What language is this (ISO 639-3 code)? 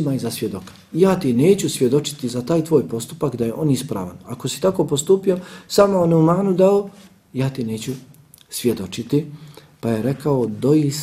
bos